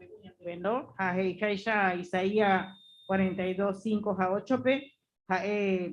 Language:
Guarani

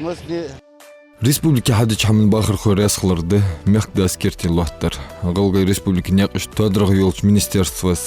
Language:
Ingush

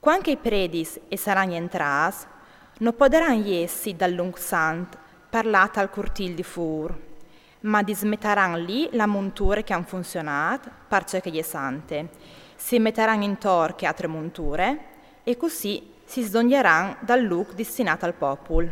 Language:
Friulian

